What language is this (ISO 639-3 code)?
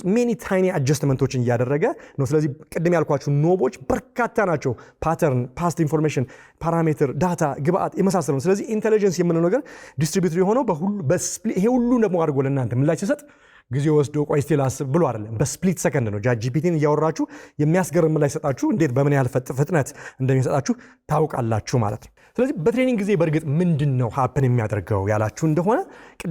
amh